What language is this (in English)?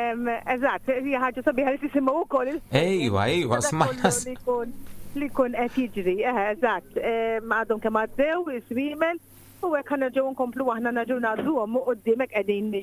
Maltese